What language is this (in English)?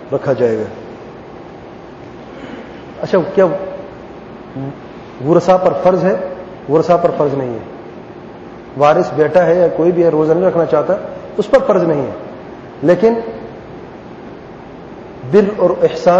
Urdu